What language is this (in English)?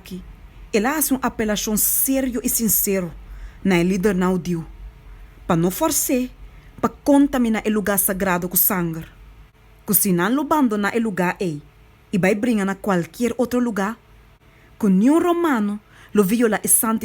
Papiamento